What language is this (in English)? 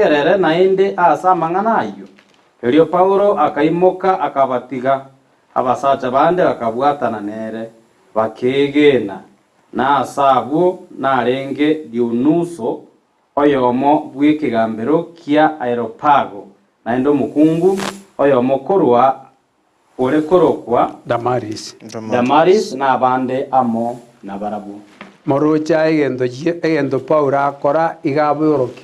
Gusii